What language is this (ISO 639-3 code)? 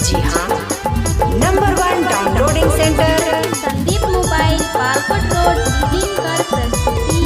sck